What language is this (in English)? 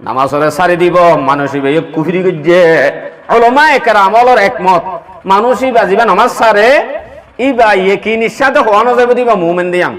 Rohingya